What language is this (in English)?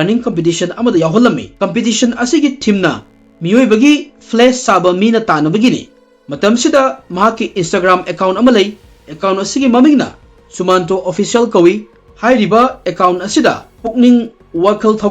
Manipuri